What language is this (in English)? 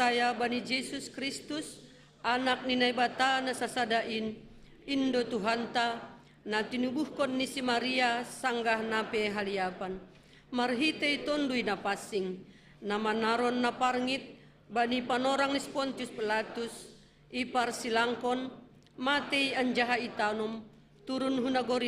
Batak Simalungun